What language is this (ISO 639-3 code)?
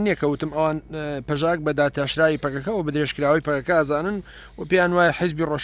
ckb